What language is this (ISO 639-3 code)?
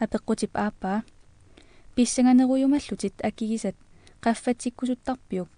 kal